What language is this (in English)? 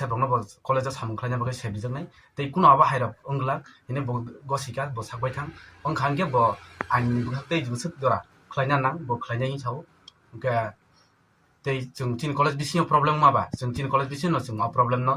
Riang (India)